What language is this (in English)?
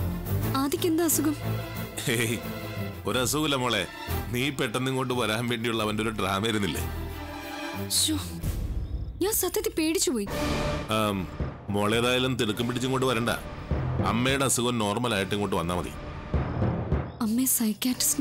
Malayalam